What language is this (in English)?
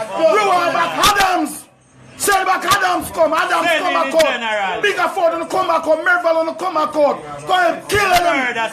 Jamaican Creole English